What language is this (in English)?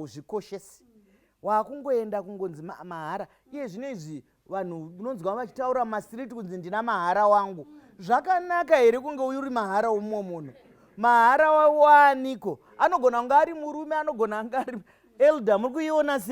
Shona